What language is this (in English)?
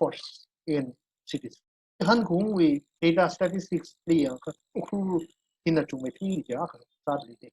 Tangkhul Naga (India)